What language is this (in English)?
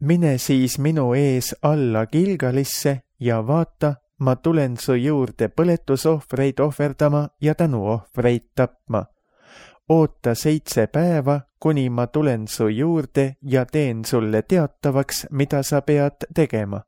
Estonian